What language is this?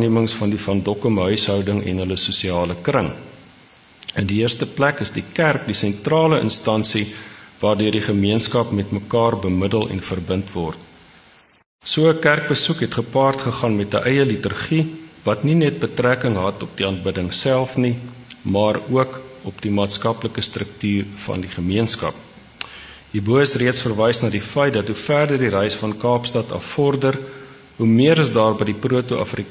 Afrikaans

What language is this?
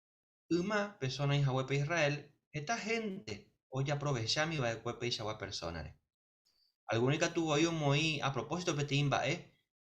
Guarani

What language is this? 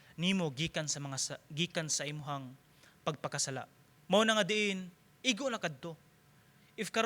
Cebuano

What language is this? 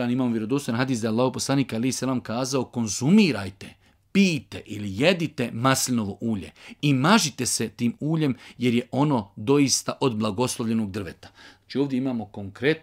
Bosnian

